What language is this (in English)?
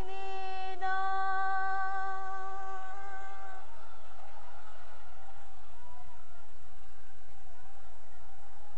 Bangla